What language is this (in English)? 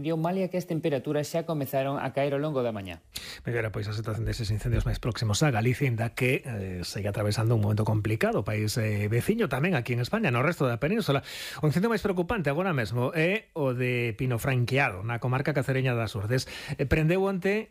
Galician